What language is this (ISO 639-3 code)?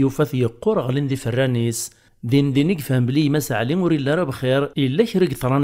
kab